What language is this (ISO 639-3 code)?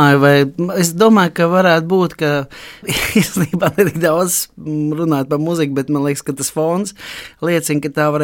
lav